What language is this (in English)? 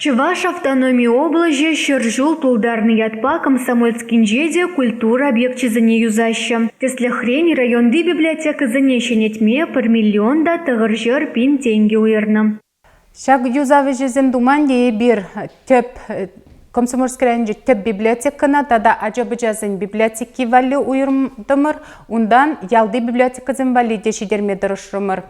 Chuvash